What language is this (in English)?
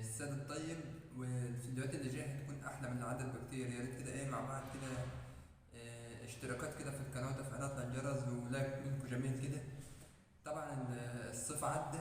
Egyptian Arabic